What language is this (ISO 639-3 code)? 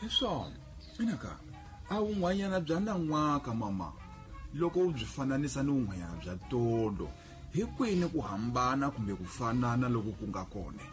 tso